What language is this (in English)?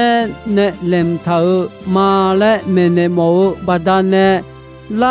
Akha